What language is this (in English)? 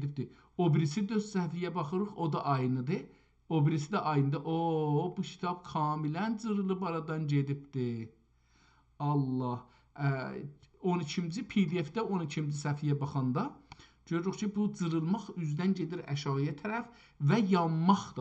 South Azerbaijani